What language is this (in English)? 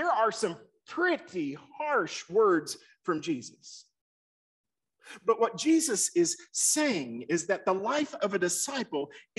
English